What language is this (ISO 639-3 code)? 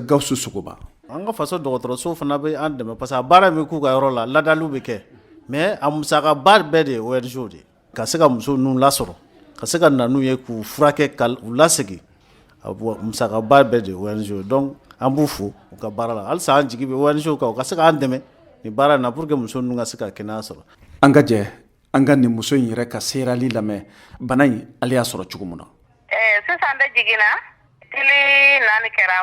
bam